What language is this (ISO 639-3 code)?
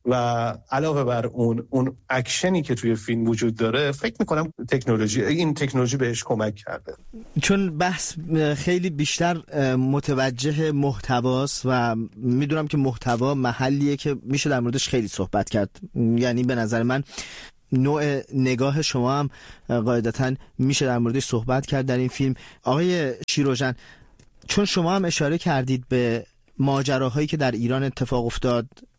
fas